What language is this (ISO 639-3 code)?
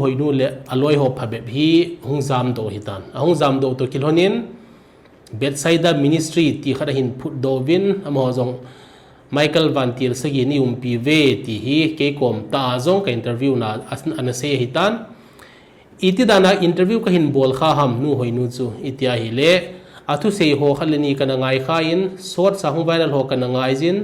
tcz